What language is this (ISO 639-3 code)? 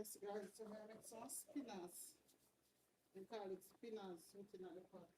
jam